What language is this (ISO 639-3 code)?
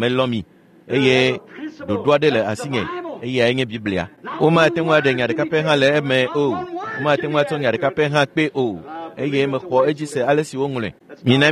ewe